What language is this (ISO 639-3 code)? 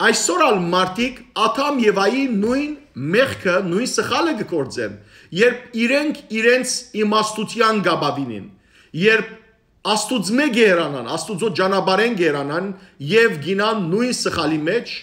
hyw